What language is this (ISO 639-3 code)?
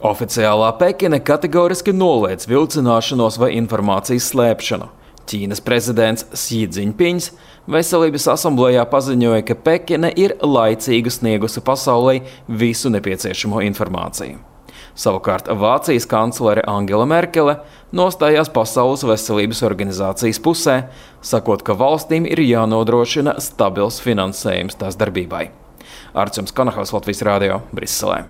lav